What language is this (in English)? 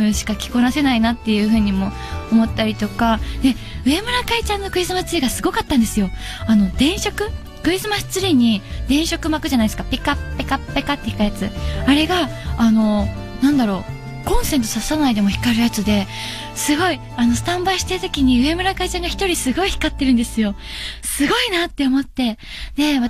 Japanese